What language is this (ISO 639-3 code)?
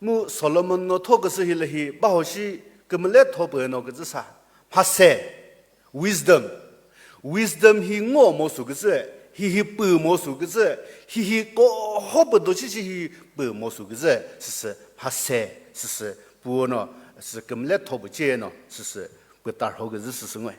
nri